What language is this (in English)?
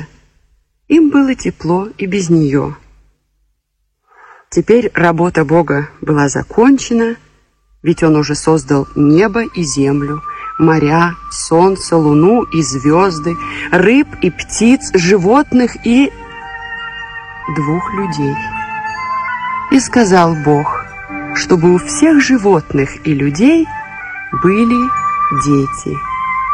Russian